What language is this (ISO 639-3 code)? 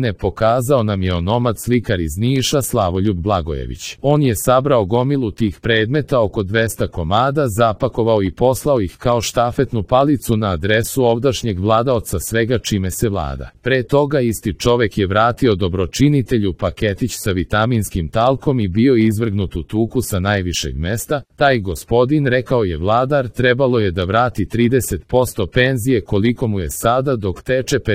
srp